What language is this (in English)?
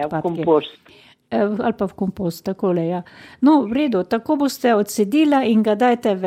Slovenian